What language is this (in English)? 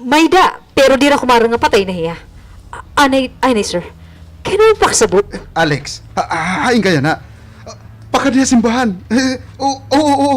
Waray